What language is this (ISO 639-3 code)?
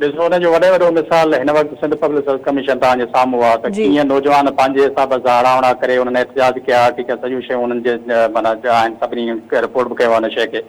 snd